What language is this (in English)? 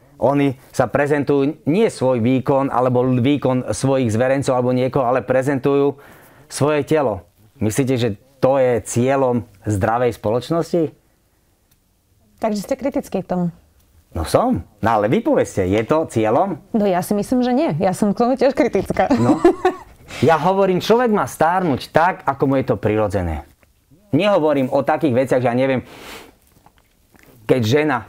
Slovak